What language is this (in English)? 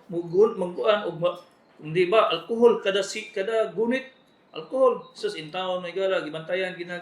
Cebuano